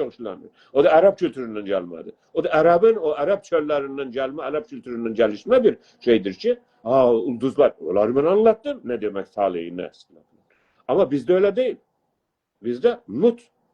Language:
South Azerbaijani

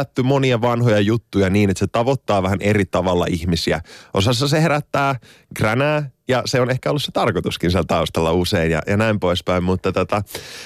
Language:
Finnish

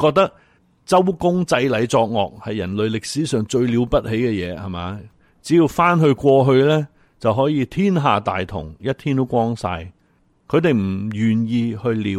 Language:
Cantonese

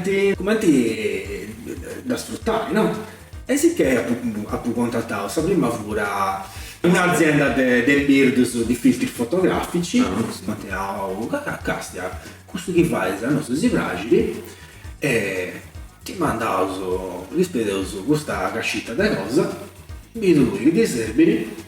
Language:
Sardinian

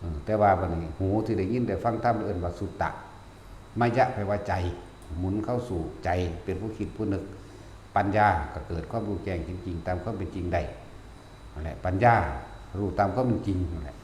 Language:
Northeastern Thai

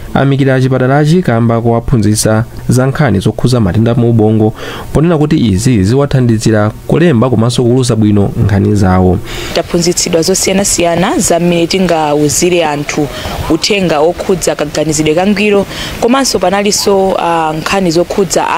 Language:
Nyanja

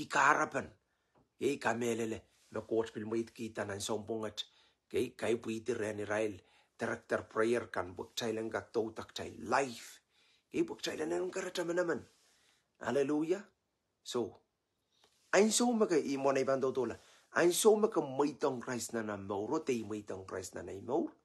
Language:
Pohnpeian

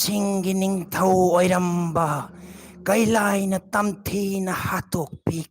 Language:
Manipuri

